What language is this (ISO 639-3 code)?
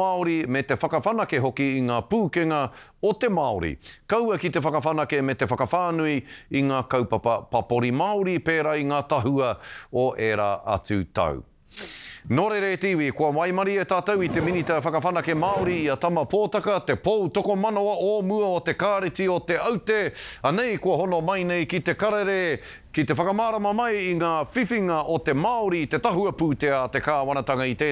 mri